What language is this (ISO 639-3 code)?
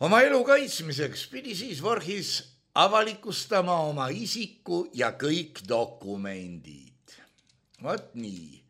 est